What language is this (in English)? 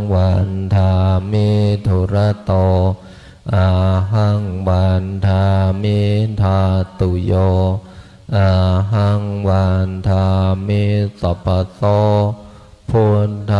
Pali